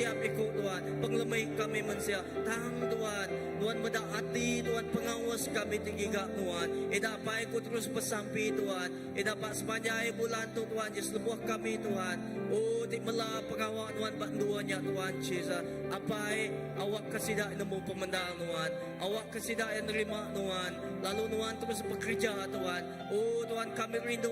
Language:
Iban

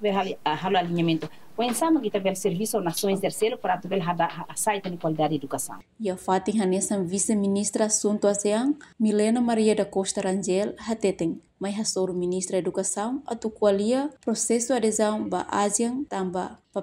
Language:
Tetum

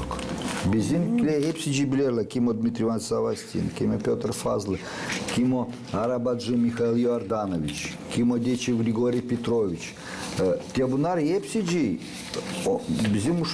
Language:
Gagauz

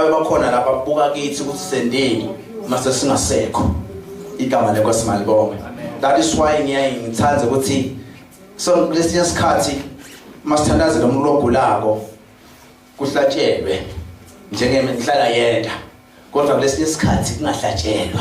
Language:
Zulu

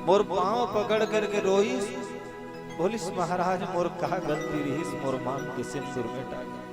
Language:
Chhattisgarhi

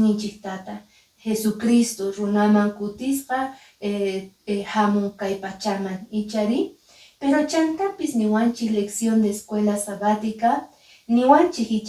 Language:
Quechua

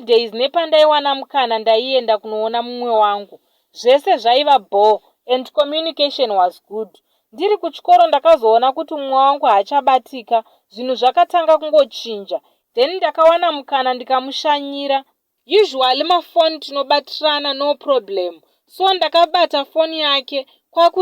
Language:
Shona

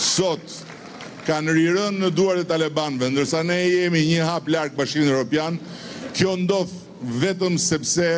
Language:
Albanian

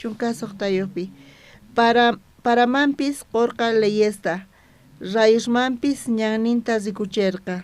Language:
South Bolivian Quechua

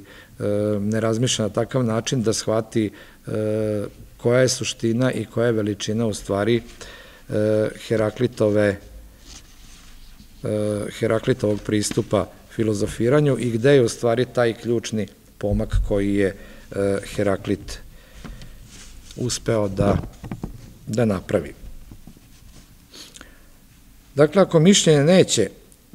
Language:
Serbian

